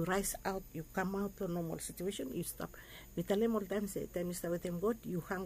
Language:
Bislama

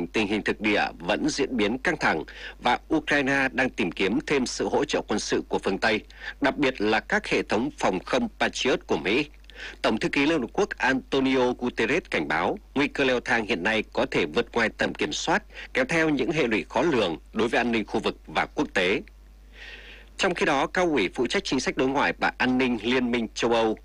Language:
Vietnamese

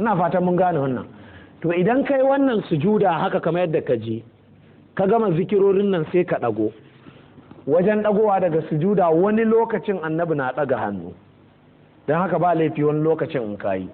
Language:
Hausa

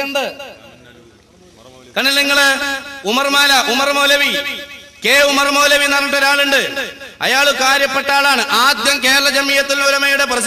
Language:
Malayalam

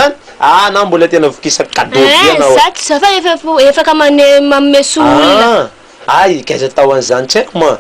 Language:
Malagasy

